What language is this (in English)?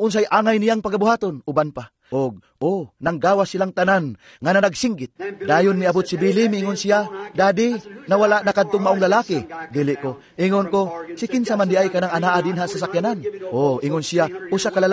Cebuano